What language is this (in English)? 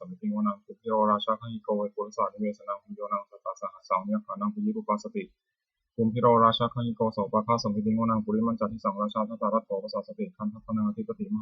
Pali